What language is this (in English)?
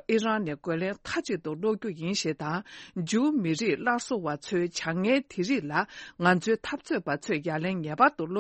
Tibetan